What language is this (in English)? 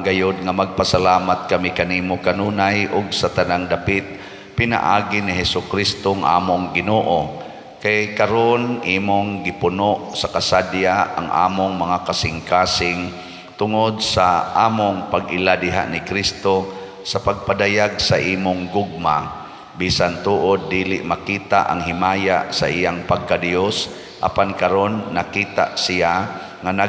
Cebuano